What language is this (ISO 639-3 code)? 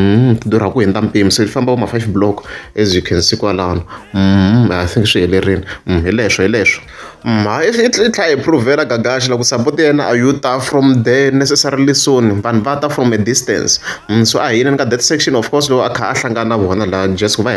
tso